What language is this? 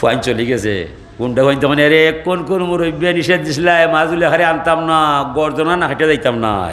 Sylheti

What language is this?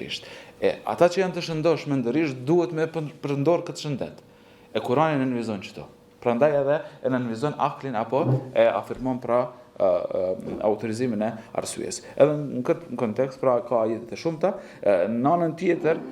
Albanian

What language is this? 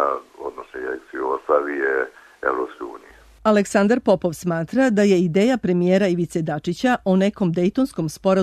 Serbian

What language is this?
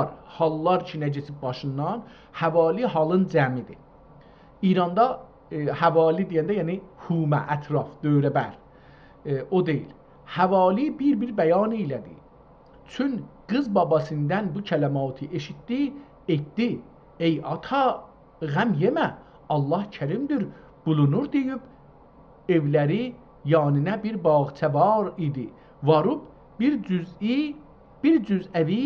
South Azerbaijani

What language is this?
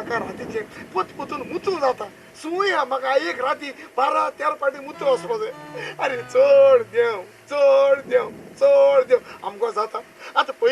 Konkani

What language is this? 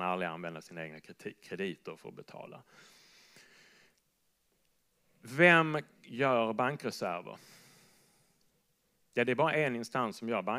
Swedish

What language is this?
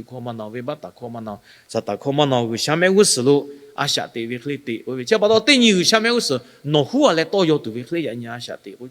Lahu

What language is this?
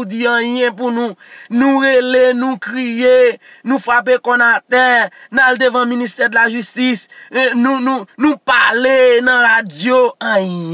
Haitian Creole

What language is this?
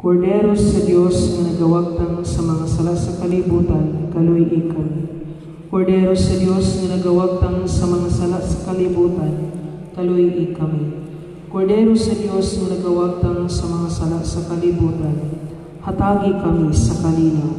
Cebuano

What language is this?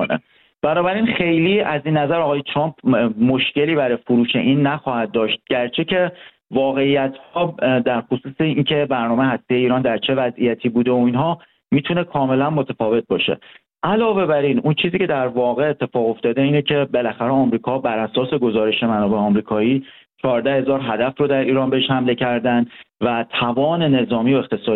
Persian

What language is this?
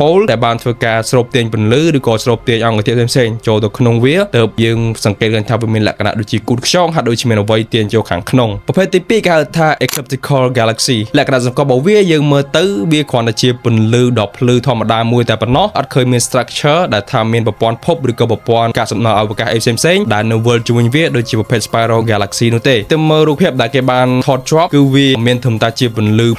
Khmer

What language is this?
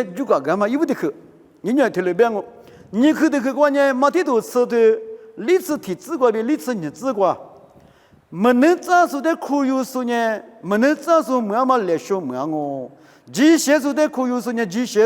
Lisu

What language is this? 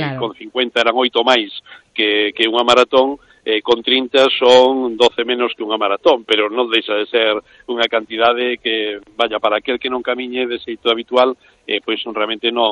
Galician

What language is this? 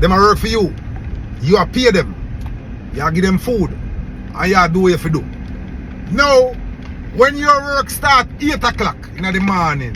Jamaican Creole English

